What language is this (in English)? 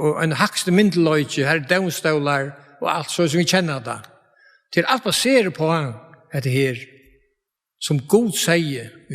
Faroese